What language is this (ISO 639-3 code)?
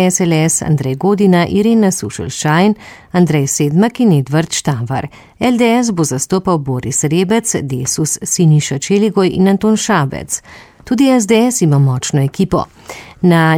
slv